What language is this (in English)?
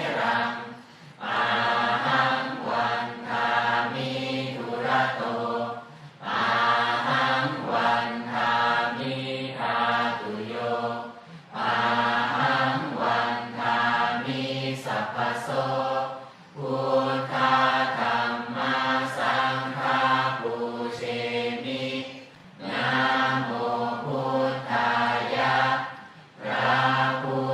Pali